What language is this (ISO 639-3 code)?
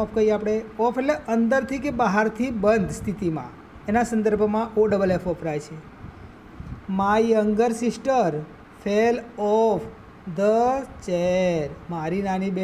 guj